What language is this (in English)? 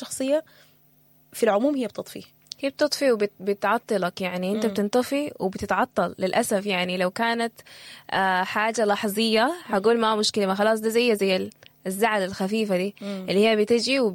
Sudanese Arabic